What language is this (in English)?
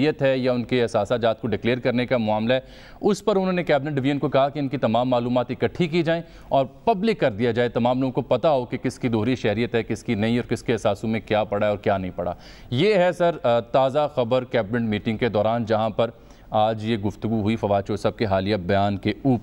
Urdu